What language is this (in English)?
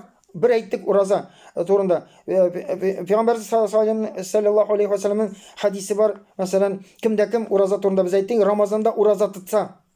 Tatar